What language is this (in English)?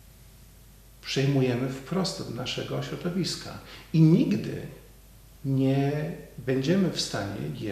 Polish